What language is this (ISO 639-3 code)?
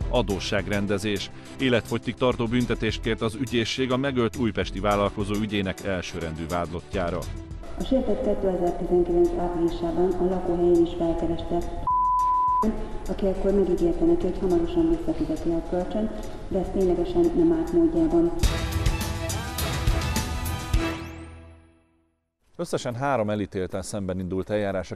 hun